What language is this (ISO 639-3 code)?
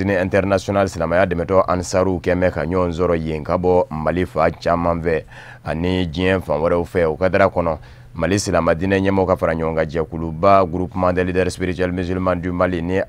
bam